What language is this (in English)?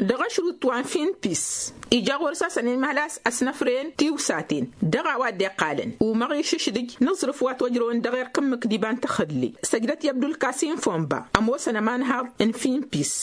Tamasheq